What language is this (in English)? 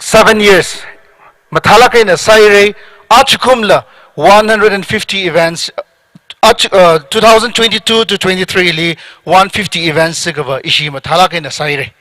Tangkhul Naga (India)